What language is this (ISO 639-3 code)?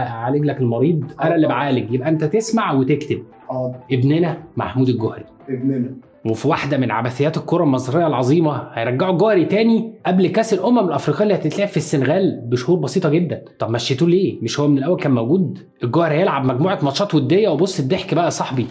arz